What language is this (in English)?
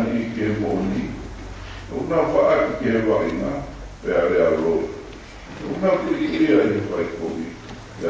Tongan